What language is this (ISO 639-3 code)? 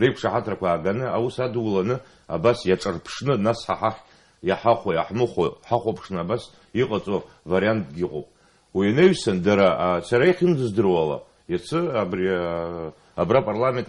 abk